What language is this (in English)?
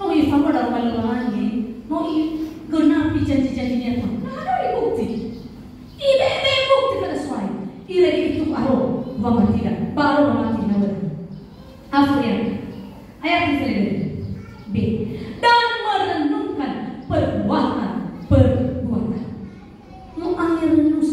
Nias